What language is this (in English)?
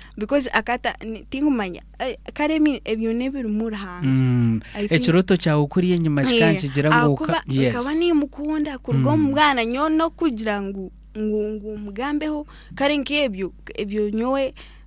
Nyankole